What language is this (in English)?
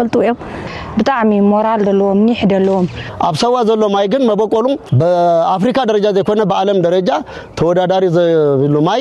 Tigrinya